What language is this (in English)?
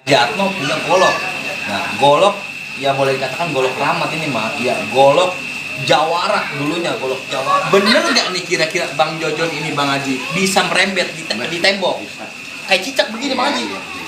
Betawi